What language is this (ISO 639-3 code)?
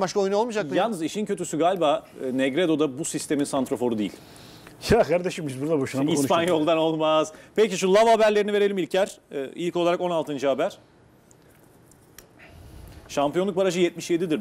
tur